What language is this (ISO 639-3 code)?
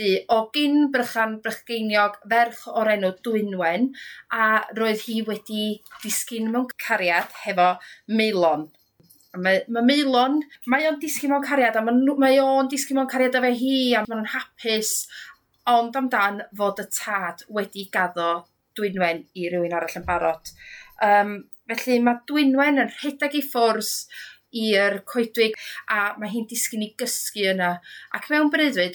cym